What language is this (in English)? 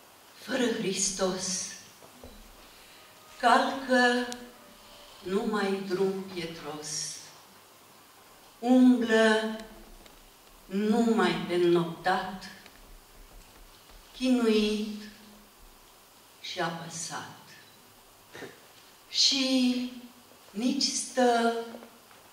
Romanian